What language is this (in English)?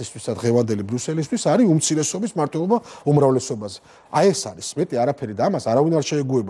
Georgian